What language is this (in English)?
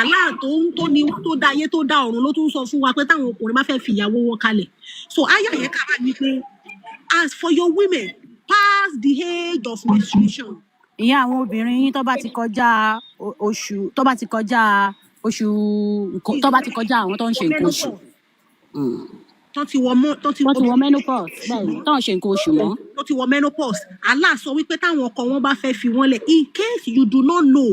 Yoruba